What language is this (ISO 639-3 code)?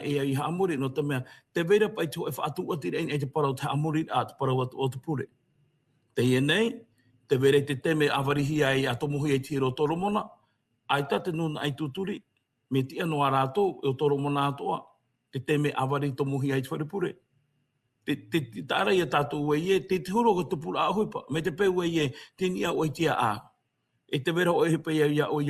tah